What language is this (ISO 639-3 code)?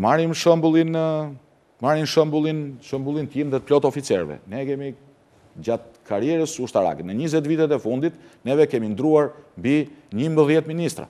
sqi